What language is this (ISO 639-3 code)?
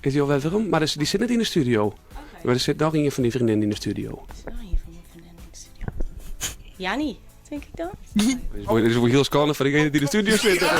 fry